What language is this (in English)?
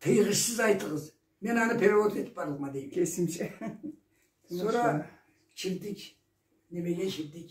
Karachay-Balkar